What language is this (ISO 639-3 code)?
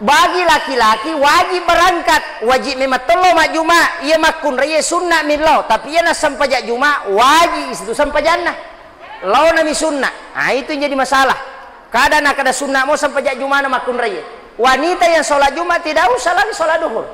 bug